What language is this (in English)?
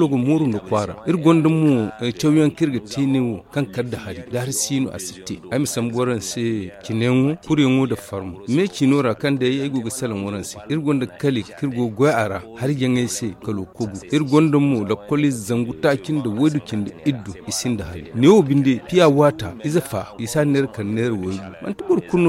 Zarma